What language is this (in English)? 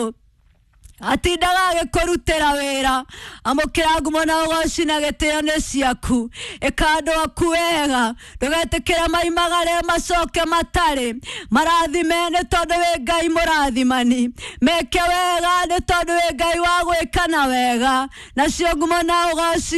Kikuyu